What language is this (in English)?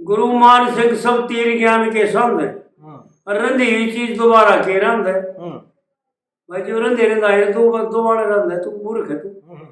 Haryanvi